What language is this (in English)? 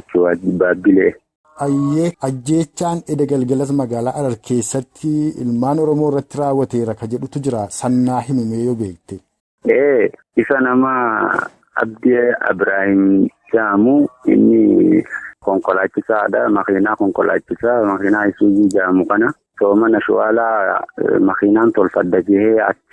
Oromo